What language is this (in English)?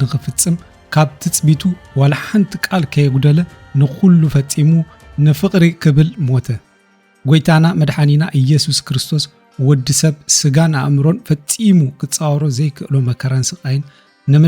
Tigrinya